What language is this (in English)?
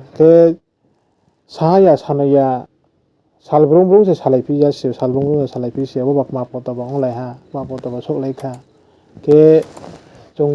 Riang (India)